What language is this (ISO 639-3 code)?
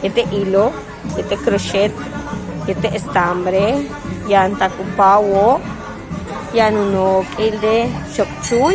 yua